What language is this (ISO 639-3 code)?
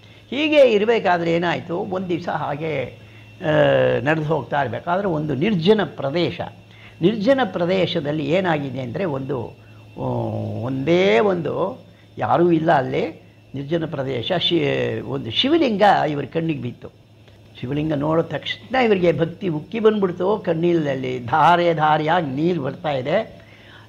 kan